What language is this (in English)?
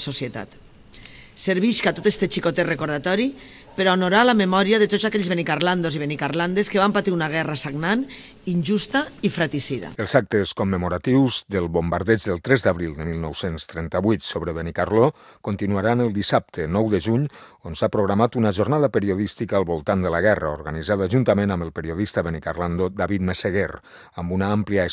Catalan